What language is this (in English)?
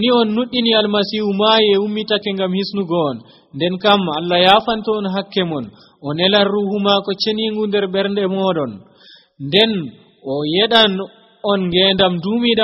Nigerian Fulfulde